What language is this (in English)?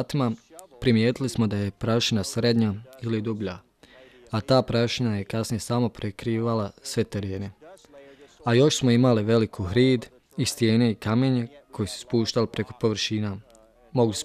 Bosnian